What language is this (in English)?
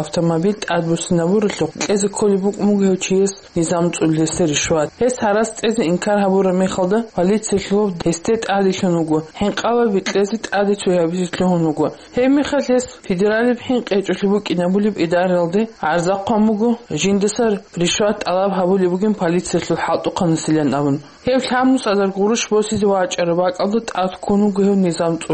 Avaric